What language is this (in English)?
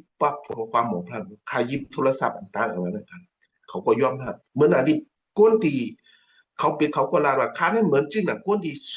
Shan